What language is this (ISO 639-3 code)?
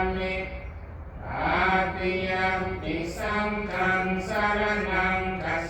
pli